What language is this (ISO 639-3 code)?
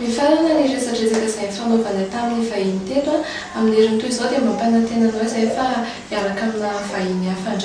mlg